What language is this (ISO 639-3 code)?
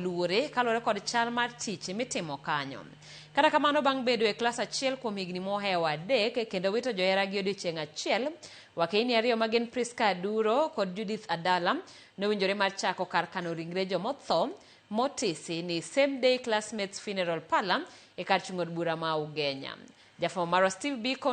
luo